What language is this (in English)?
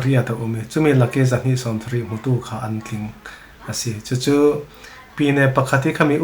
Falam Chin